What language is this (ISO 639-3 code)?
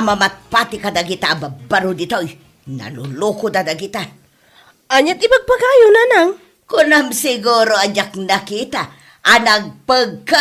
ilo